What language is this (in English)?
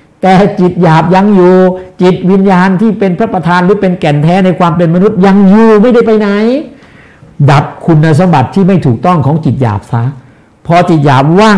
Thai